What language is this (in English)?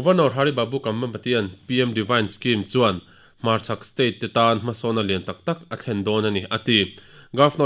Mizo